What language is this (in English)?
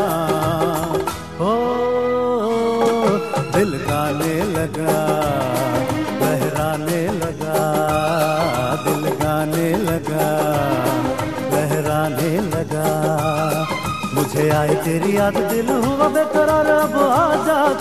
Hindi